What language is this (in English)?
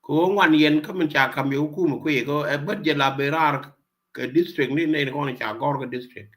Nuer